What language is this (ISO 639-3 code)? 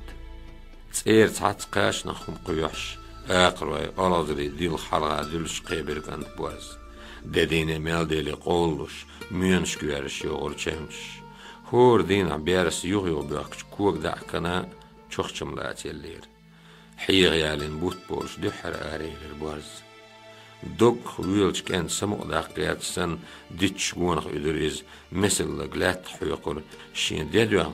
che